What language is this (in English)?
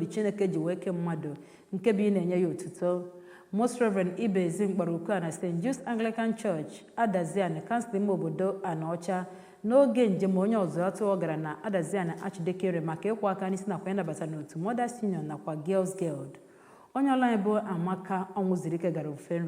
Igbo